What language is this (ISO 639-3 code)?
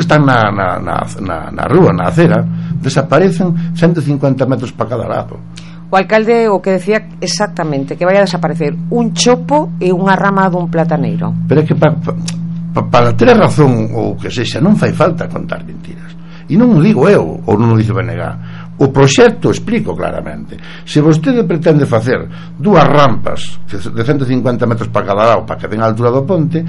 glg